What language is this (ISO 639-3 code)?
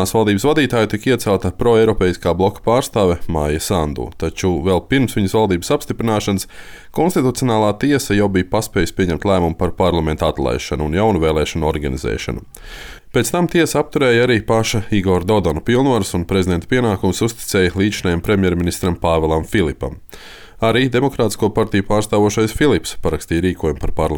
lav